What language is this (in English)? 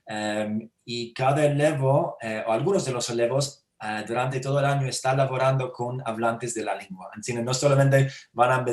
Ladino